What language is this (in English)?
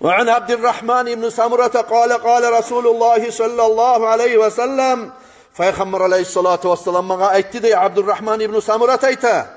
Kumyk